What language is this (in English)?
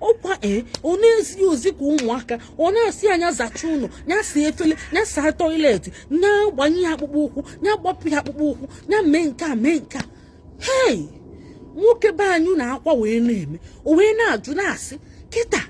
Igbo